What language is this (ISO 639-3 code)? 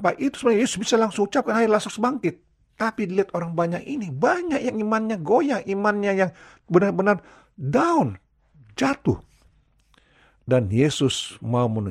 ind